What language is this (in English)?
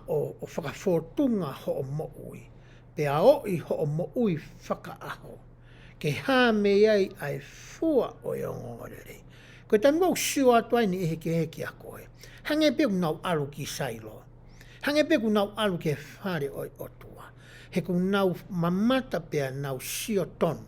Tongan